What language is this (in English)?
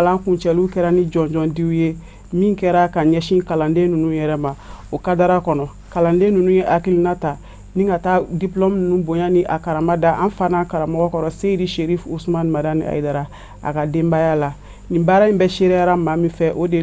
Bambara